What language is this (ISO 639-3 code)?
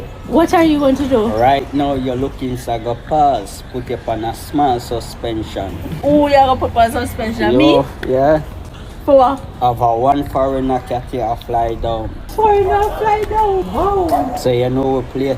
jam